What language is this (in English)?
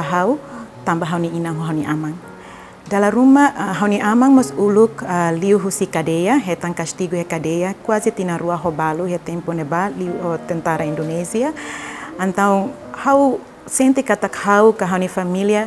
Tetum